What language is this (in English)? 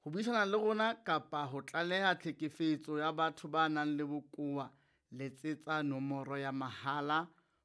Southern Sotho